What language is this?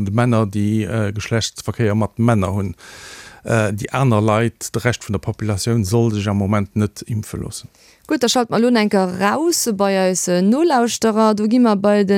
Luxembourgish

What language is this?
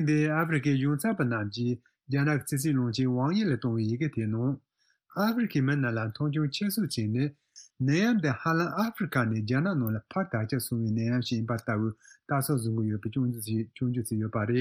Tibetan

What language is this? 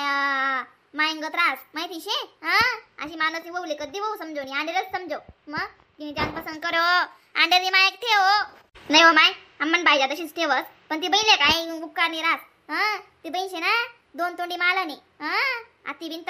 Khandesi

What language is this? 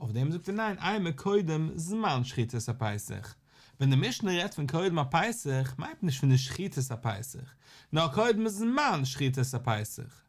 Yiddish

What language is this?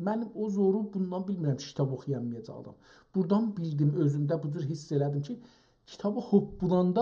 South Azerbaijani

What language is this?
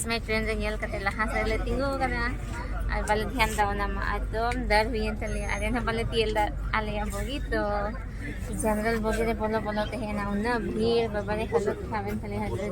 Santali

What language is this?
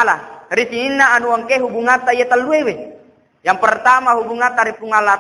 Buginese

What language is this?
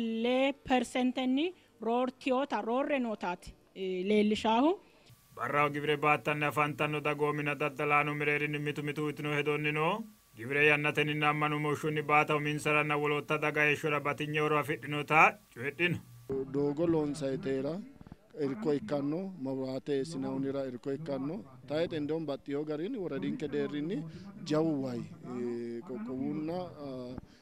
Sidamo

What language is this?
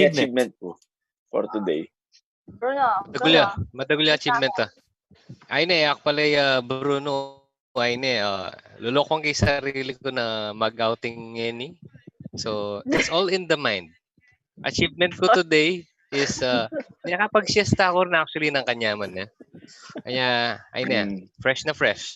Pampanga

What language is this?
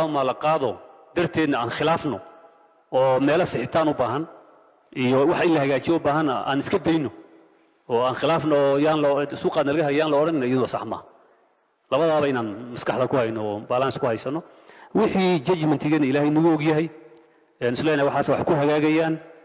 Somali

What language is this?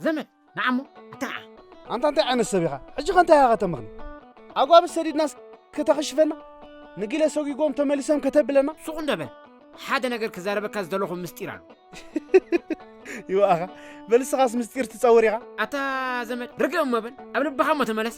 Tigrinya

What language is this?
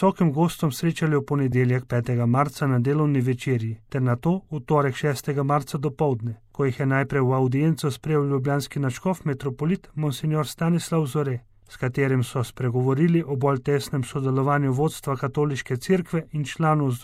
Slovenian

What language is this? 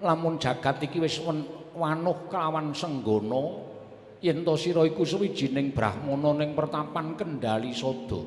Javanese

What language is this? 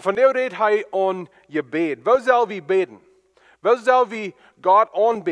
Plautdietsch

